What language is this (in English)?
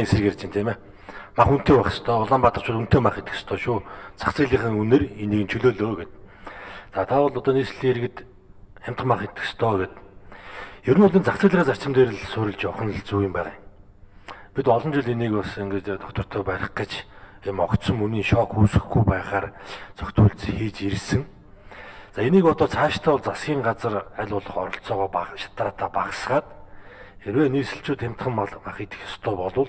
Mongolian